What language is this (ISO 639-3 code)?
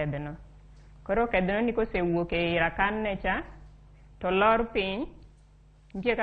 luo